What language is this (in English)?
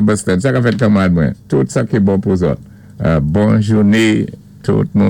Saint Lucian Creole French